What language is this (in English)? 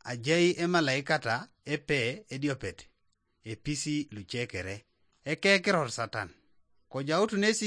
Teso